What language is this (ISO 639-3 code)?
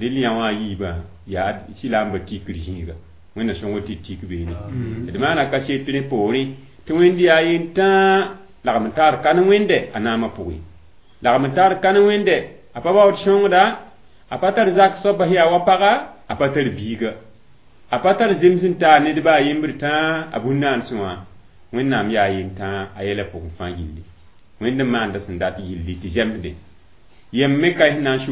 mos